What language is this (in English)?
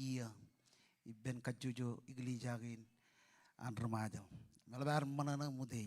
Marshallese